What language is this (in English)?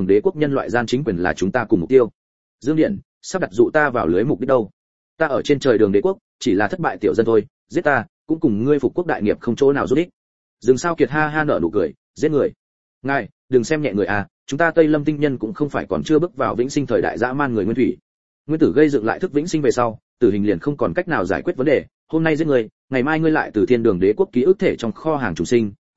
Vietnamese